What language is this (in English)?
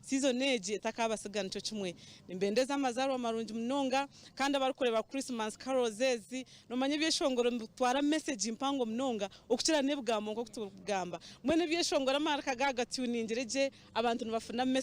Nyankole